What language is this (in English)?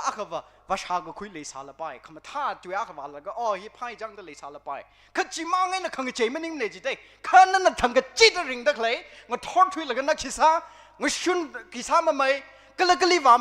Tangkhul Naga (India)